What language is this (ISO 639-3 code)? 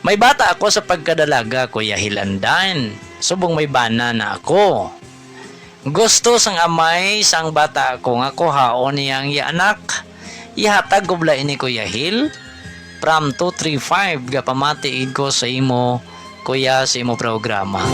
hil